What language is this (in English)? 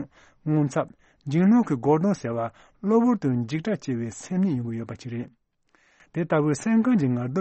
Tibetan